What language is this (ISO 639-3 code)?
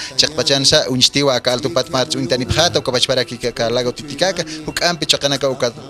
aym